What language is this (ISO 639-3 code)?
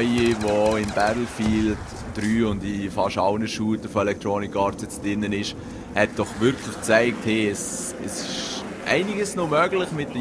gsw